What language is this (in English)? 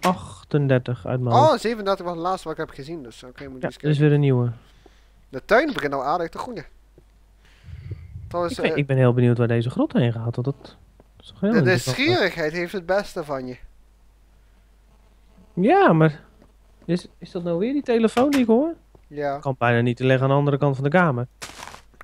Dutch